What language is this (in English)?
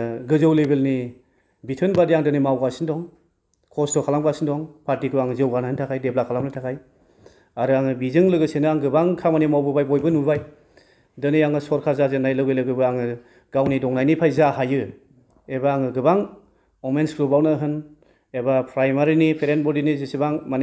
Bodo